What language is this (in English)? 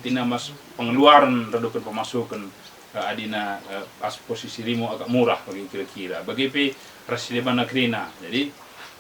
Batak Karo